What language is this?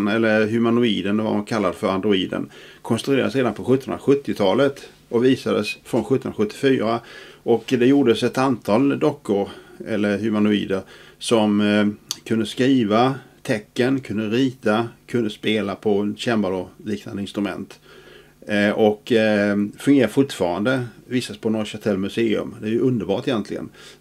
Swedish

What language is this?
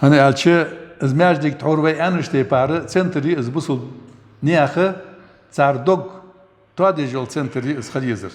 Ingush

